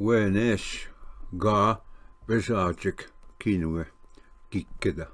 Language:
Ojibwa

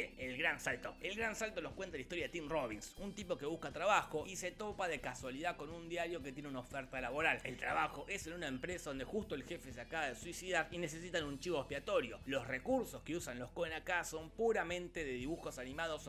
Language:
Spanish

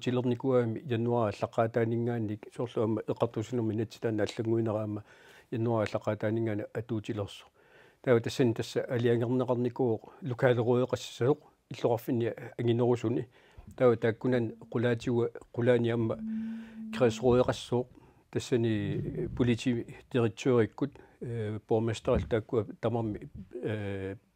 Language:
Kalaallisut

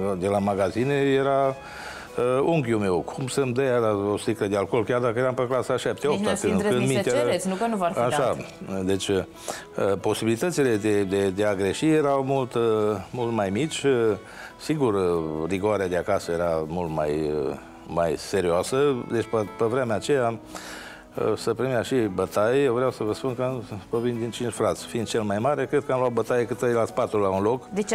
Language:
Romanian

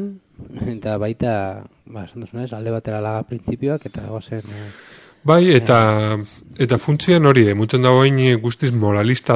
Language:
Basque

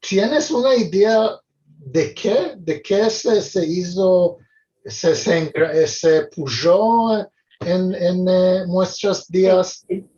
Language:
Ladino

